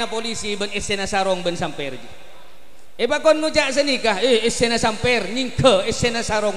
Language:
Madurese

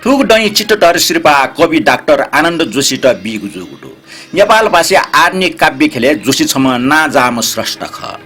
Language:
Newari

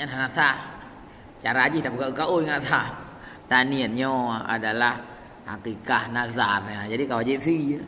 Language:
Achinese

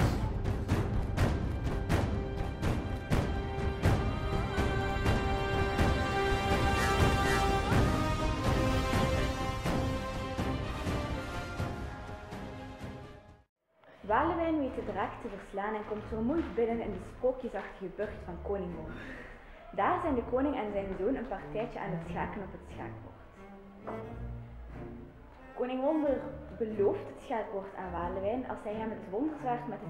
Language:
Dutch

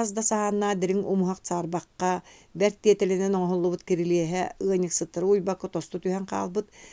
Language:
Yakut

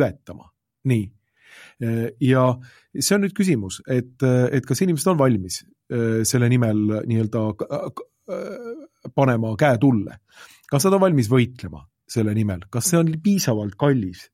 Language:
Estonian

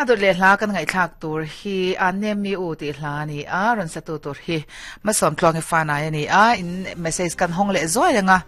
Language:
Mizo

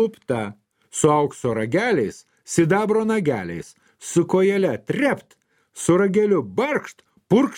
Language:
Lithuanian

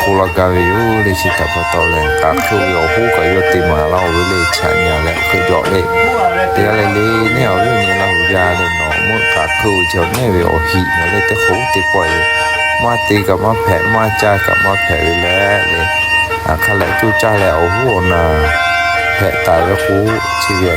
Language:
Lahu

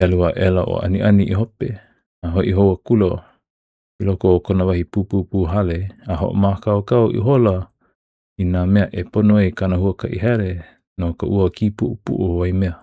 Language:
Hawaiian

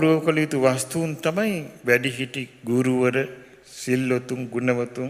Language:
Sinhala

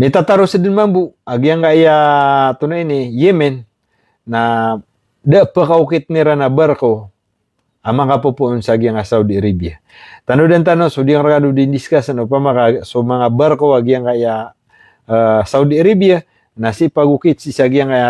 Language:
Maranao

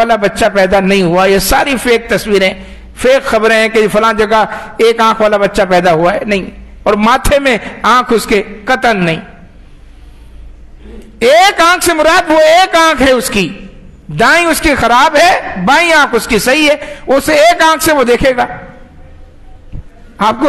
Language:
Urdu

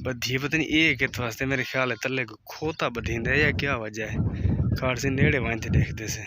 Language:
Saraiki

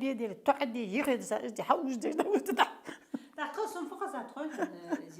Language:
Ingush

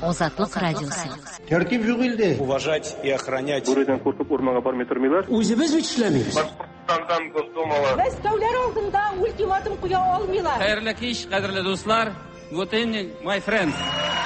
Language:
Tatar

